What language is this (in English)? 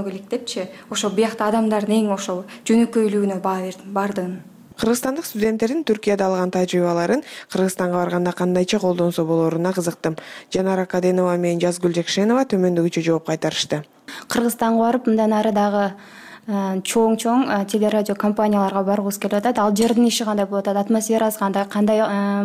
Kyrgyz